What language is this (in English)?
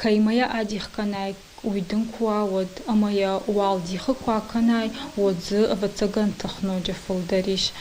Ossetic